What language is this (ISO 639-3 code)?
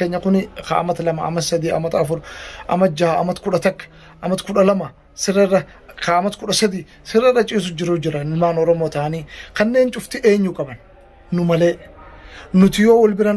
orm